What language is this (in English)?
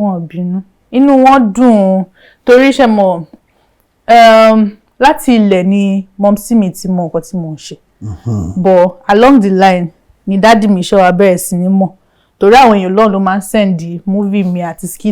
Yoruba